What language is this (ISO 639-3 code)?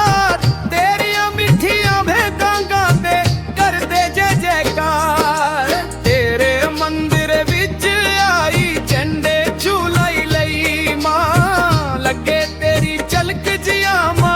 doi